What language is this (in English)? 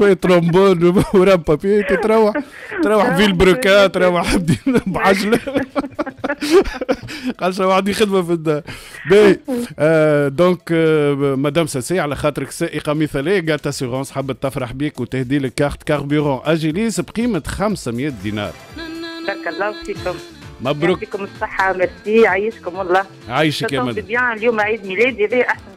Tunisian Arabic